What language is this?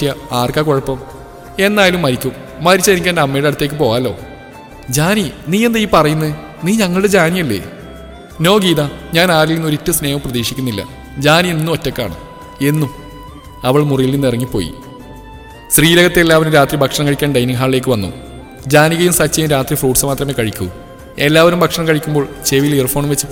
Malayalam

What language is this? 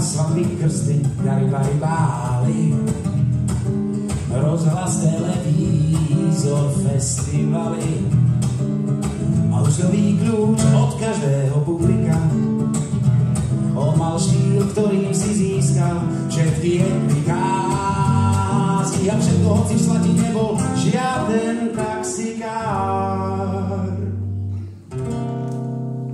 Slovak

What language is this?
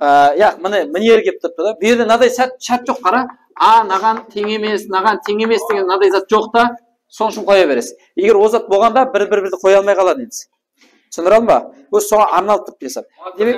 Kara-Kalpak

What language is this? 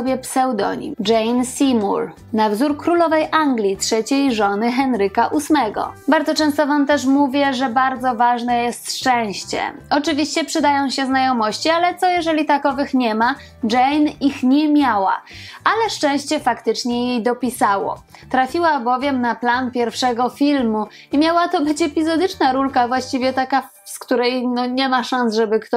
Polish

